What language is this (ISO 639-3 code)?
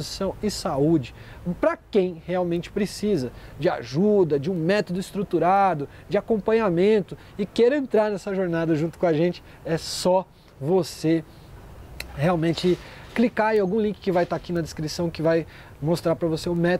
por